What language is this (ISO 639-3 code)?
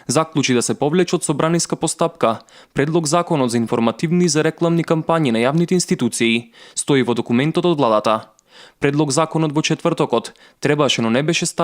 mkd